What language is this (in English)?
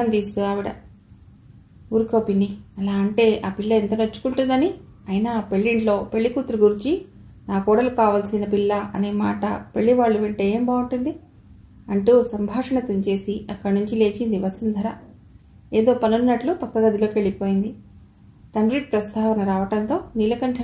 Telugu